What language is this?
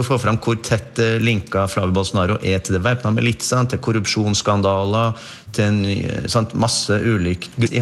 Norwegian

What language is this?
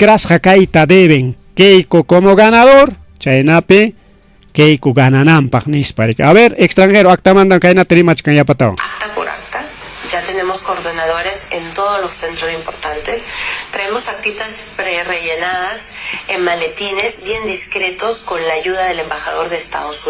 Ayacucho Quechua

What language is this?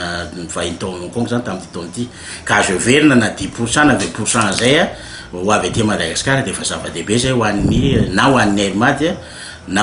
Malagasy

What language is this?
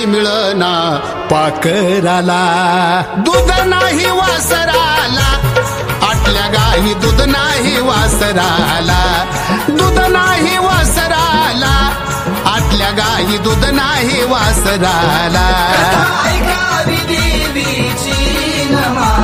Marathi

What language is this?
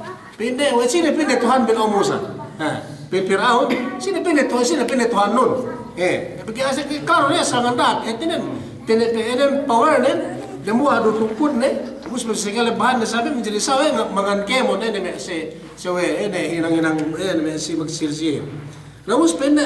Yakan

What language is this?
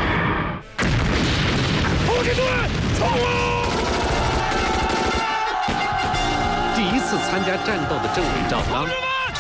Chinese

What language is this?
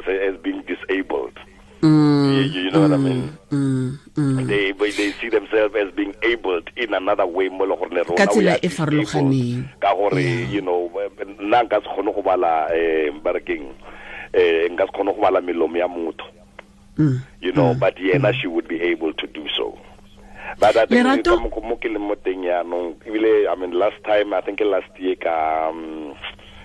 Tswana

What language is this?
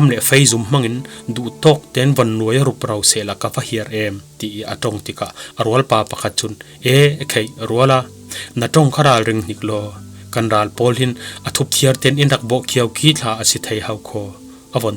Falam Chin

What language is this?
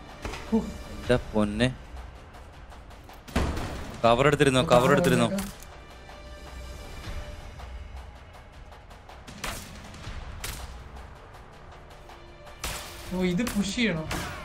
Malayalam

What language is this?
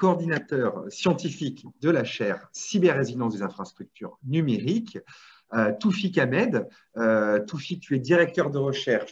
French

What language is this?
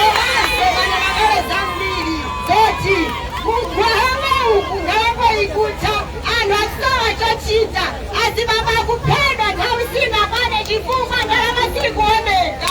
Nyanja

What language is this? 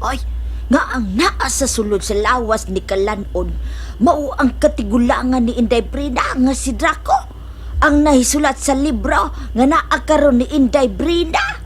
Cebuano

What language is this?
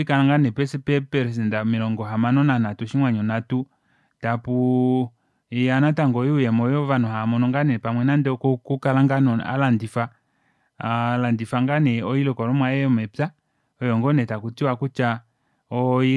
Kuanyama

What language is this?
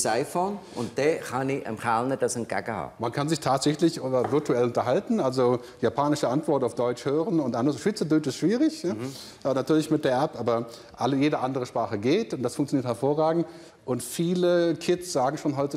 Swiss German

